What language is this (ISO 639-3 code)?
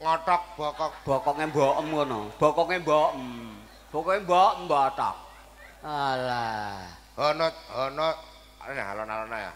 jav